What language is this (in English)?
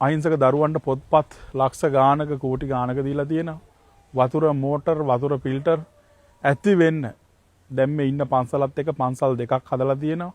Sinhala